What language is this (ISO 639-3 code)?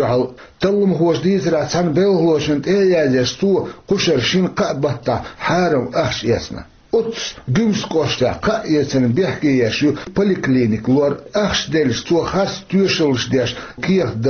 che